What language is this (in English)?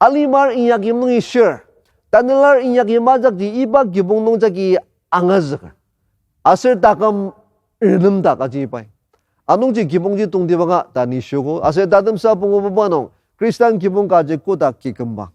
Ao Naga